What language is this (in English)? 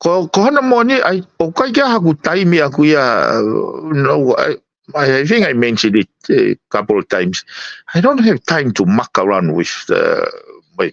Tongan